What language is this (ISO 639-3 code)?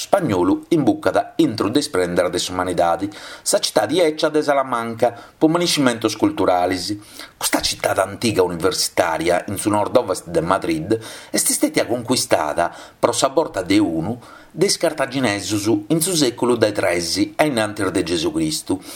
srd